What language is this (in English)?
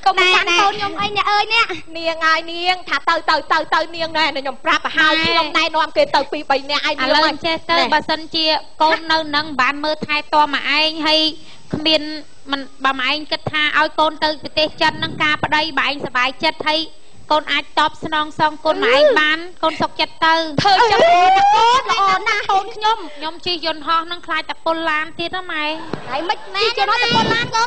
Khmer